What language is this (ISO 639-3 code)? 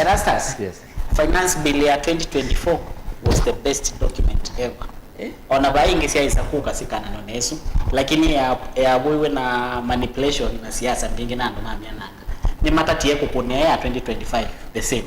kam